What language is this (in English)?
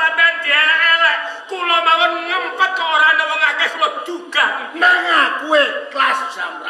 Javanese